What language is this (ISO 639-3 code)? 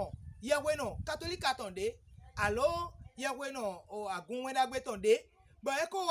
fon